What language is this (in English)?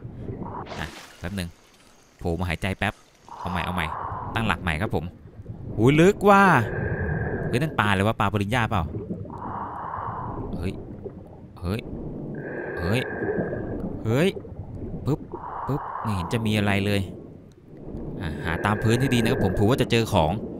Thai